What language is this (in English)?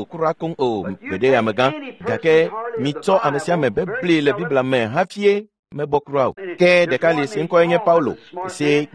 Ewe